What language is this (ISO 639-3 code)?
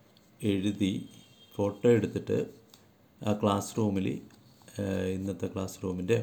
mal